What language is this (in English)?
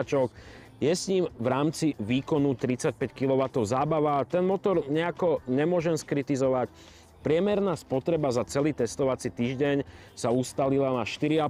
Slovak